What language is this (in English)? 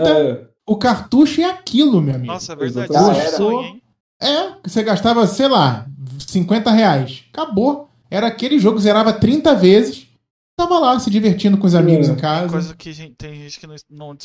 Portuguese